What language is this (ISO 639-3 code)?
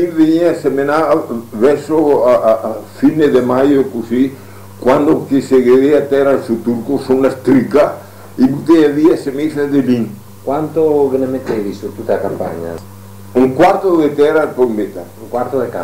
vec